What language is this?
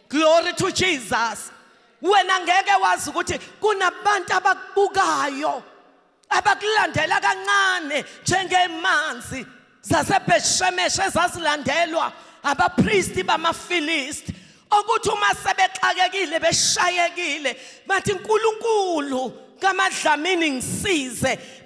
Zulu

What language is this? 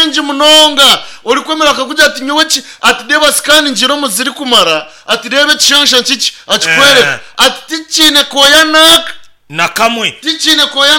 Nyankole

